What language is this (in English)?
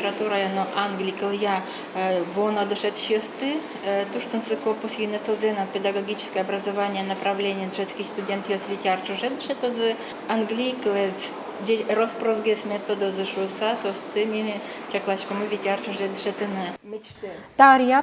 Udmurt